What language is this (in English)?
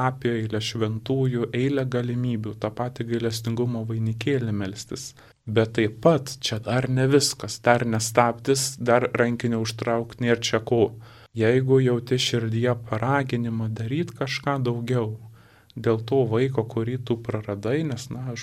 Lithuanian